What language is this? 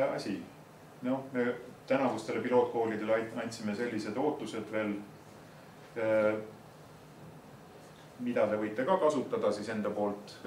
Estonian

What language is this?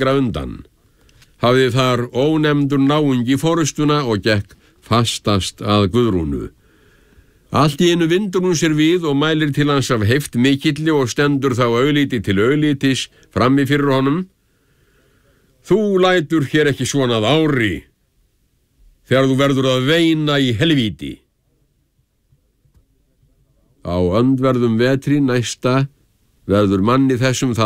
Icelandic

